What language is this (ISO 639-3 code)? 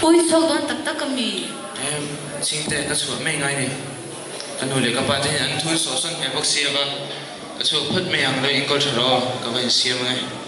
lus